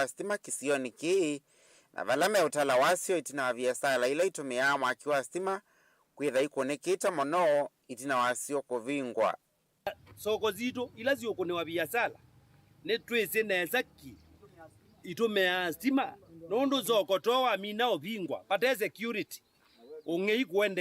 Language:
Kamba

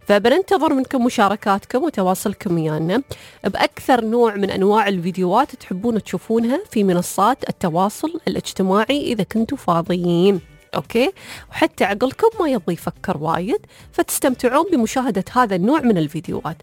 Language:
Najdi Arabic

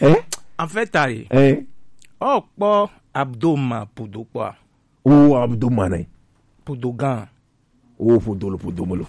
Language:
Gen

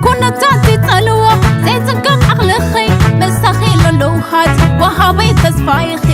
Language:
Tigrinya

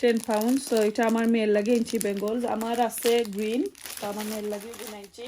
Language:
Sylheti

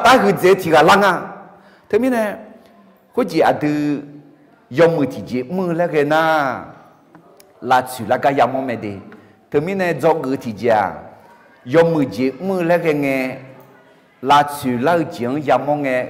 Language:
Akha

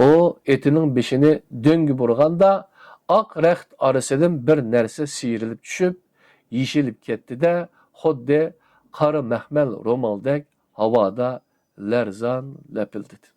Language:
Uyghur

